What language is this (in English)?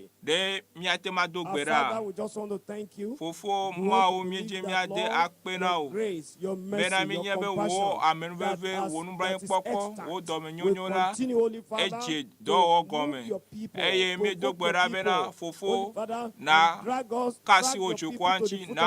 Ewe